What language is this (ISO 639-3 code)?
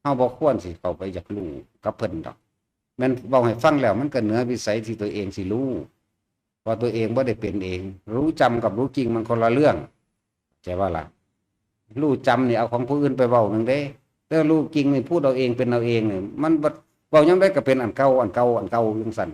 lao